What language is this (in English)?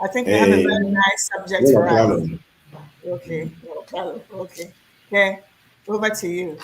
Ewe